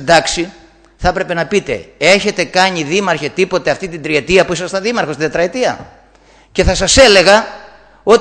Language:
Greek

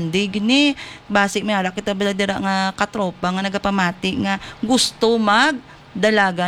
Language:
Hiligaynon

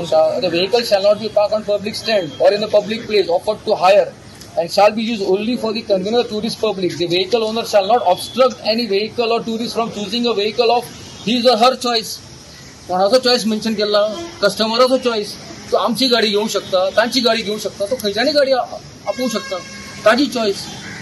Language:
Konkani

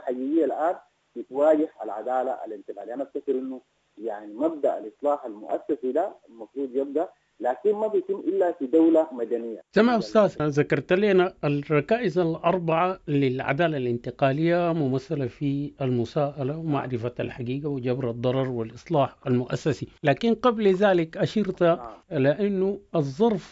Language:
Sudanese Arabic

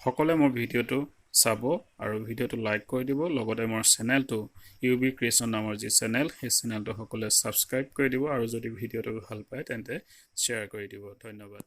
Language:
Assamese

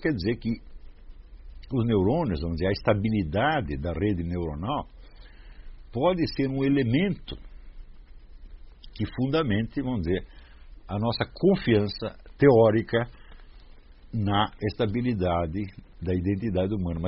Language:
Portuguese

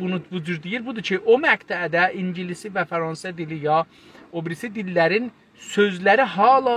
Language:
South Azerbaijani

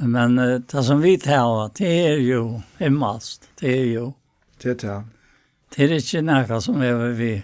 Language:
Faroese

